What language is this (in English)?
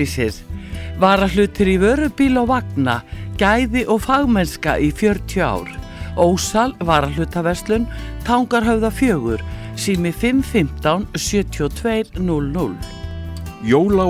Icelandic